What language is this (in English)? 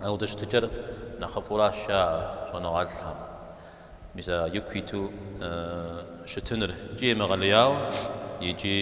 Kabardian